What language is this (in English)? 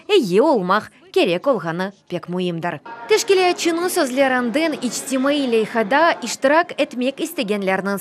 Crimean Tatar